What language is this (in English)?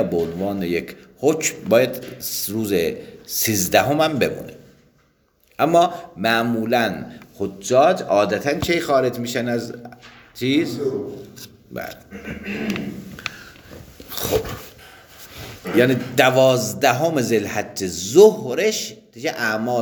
Persian